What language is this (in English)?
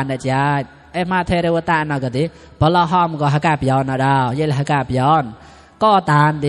Mon